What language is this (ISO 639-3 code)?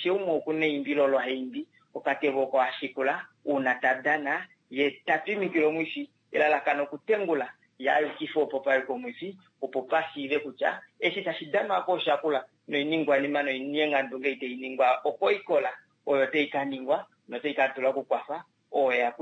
kua